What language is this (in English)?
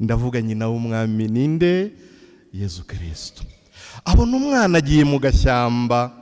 Kinyarwanda